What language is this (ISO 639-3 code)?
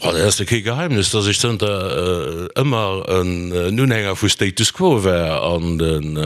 ltz